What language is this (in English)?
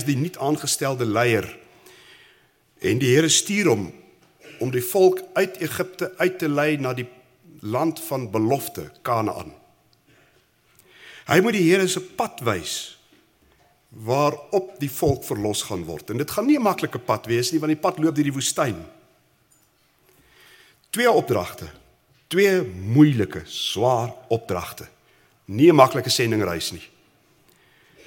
Afrikaans